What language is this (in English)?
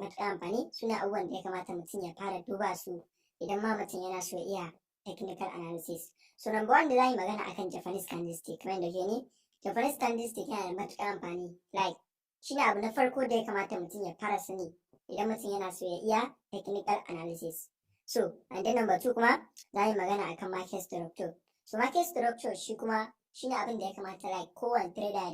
Hausa